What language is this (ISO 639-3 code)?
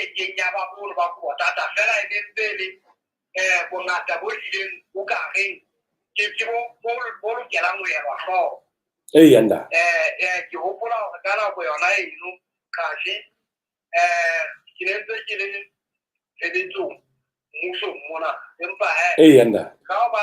sot